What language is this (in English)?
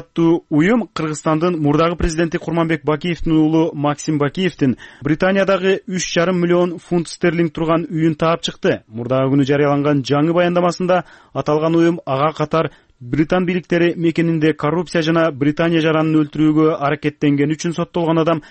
Kyrgyz